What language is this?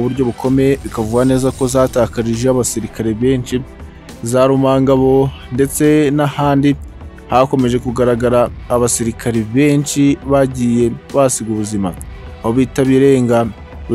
Kinyarwanda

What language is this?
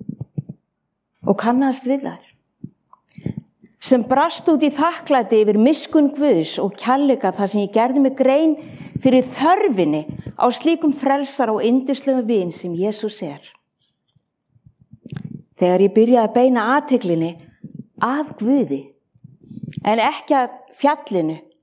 Icelandic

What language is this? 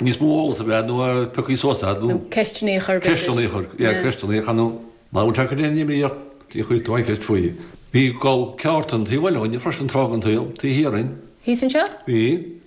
Irish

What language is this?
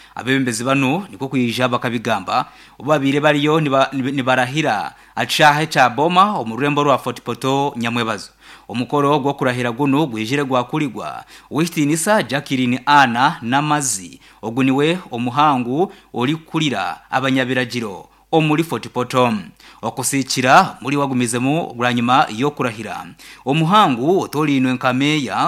Nyankole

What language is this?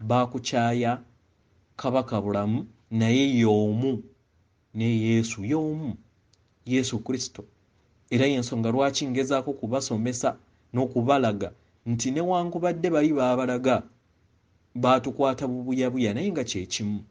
Ganda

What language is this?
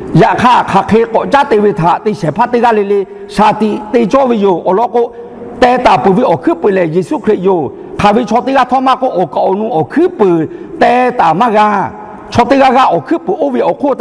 Lahu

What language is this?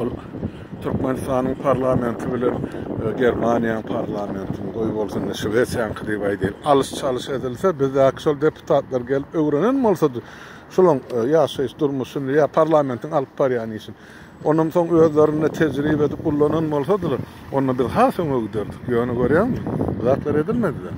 Turkmen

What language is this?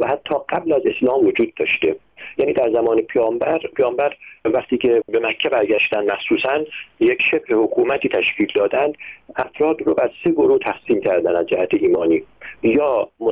Persian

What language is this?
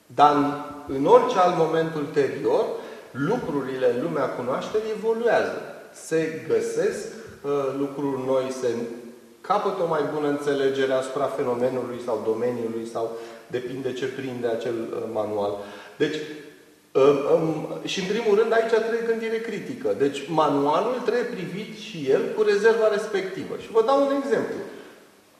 Romanian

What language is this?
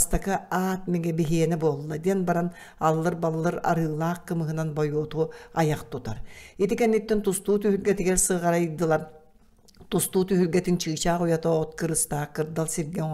Yakut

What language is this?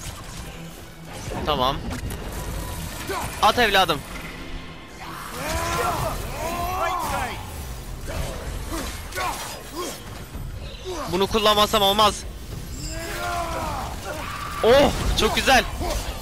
Turkish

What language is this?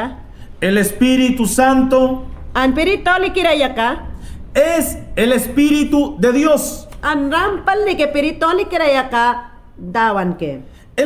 Mayangna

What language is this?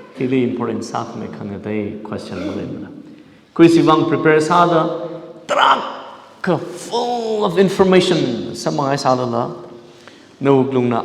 Tangkhul Naga (India)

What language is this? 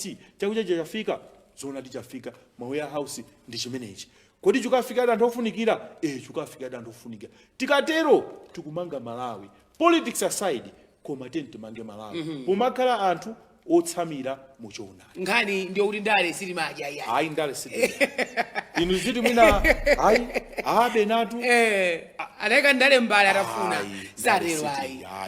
Nyanja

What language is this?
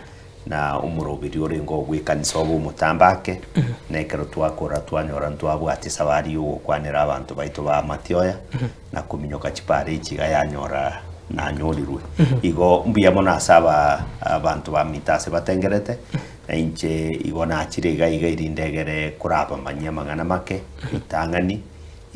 Gusii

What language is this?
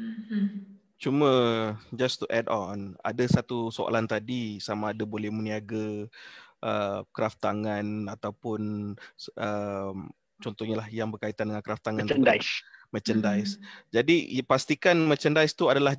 Malay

